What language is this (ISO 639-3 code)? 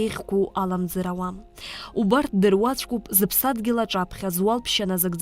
abk